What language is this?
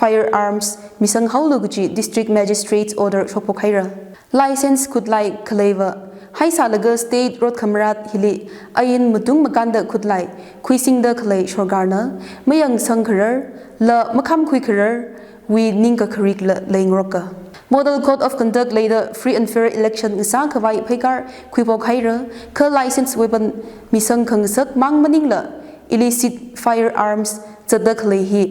Tangkhul Naga (India)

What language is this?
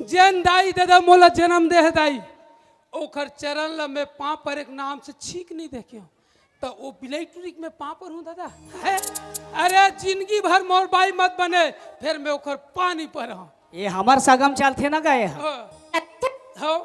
Chhattisgarhi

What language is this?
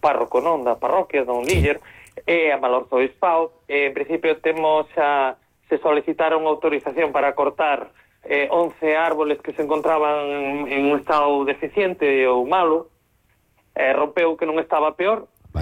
Galician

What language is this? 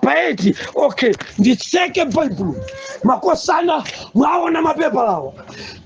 Nyanja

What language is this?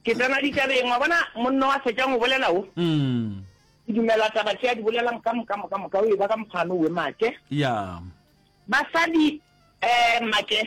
Northern Sotho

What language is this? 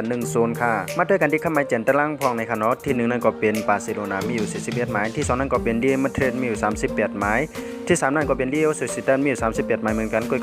Shan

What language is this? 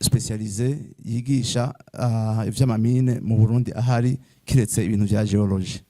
Rundi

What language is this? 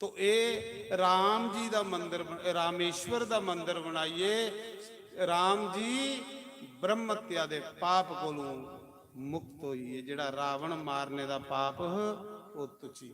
Dogri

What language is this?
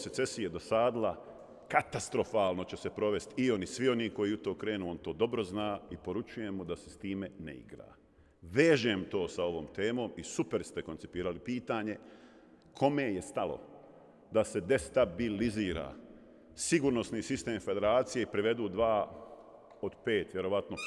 Bosnian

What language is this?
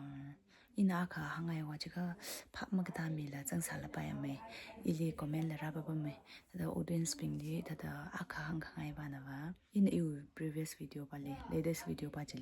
Tangkhul Naga (India)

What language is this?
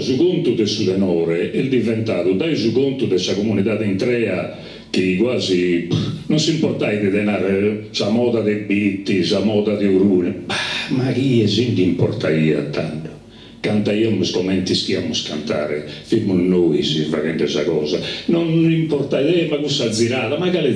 Sardinian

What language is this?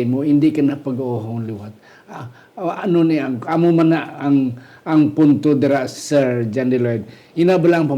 Hiligaynon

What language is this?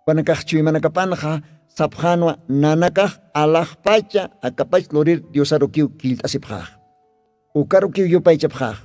Aymara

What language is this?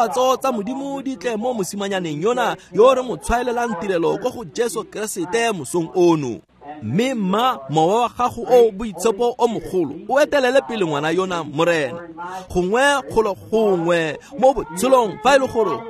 Tswana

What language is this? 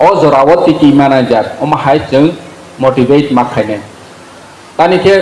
Kok Borok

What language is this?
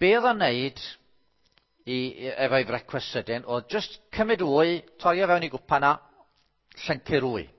Welsh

